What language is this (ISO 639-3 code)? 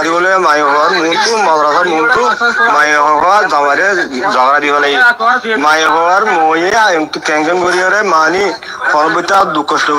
rhg